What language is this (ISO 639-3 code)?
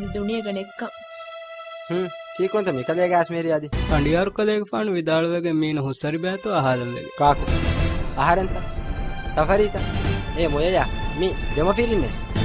div